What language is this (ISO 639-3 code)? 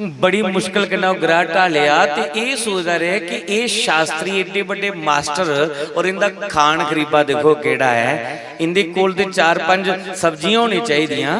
doi